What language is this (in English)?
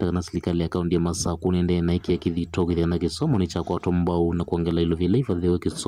Kamba